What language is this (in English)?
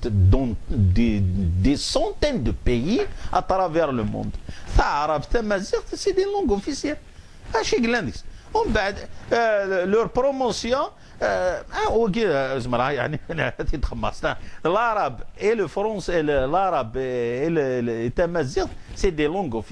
Kabyle